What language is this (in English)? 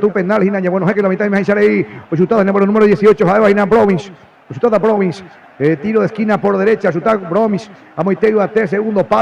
Guarani